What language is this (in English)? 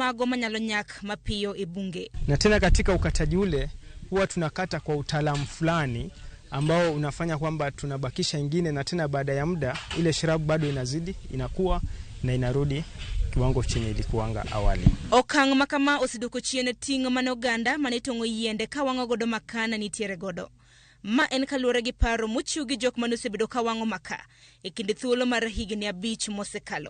Luo (Kenya and Tanzania)